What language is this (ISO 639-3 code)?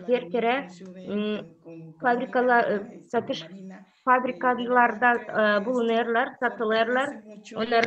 gag